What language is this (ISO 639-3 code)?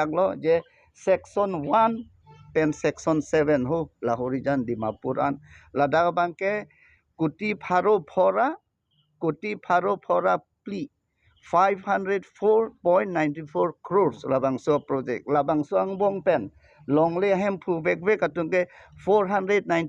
mjw